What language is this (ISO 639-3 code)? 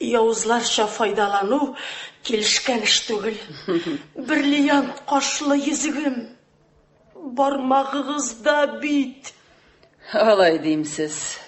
tat